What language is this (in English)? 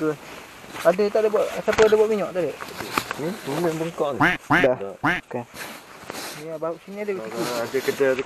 Malay